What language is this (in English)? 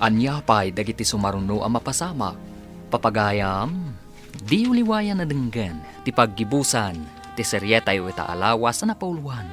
Iloko